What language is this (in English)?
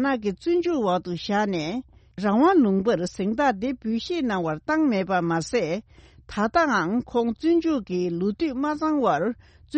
Tibetan